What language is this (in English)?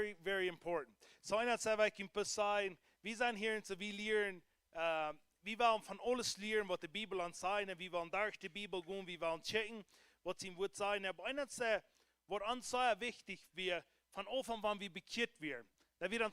Plautdietsch